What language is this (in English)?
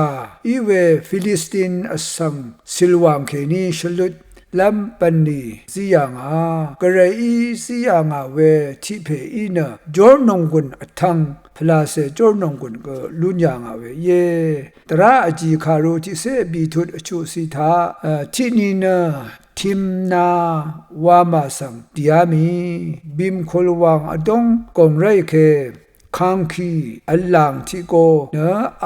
Rawang